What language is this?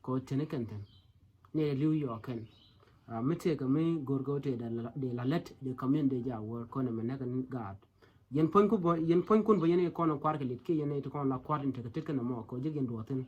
Nuer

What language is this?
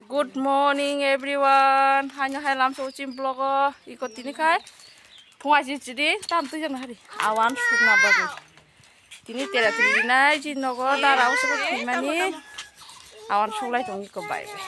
Kok Borok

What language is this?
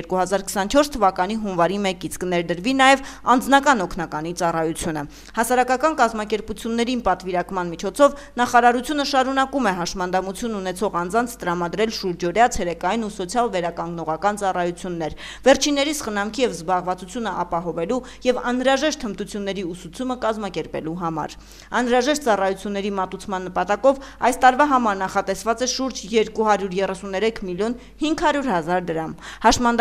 Armenian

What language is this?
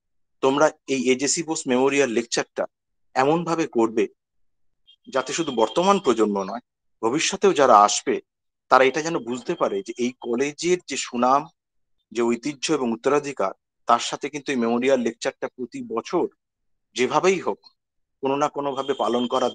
Bangla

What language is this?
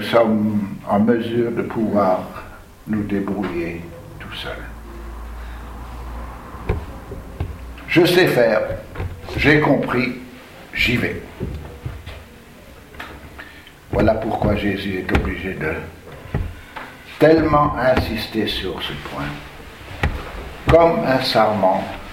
French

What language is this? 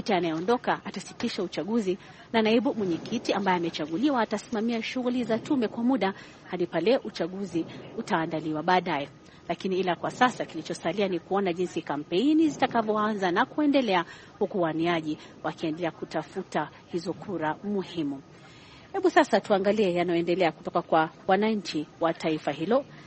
Swahili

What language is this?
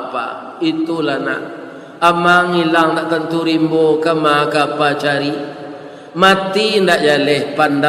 Minangkabau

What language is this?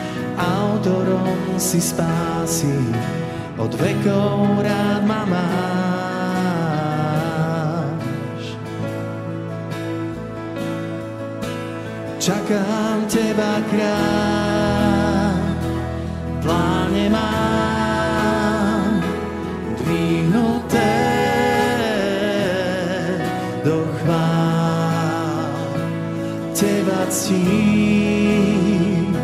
Slovak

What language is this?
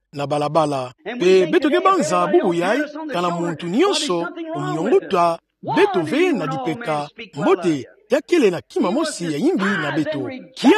Kituba (Democratic Republic of Congo)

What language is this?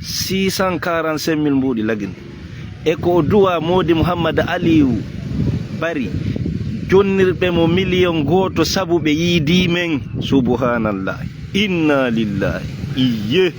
Fula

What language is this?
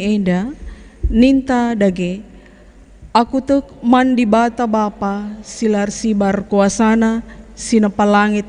Batak Karo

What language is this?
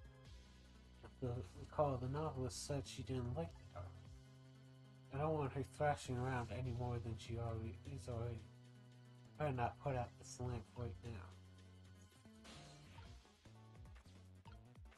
English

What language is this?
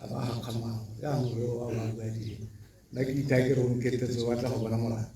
Tswana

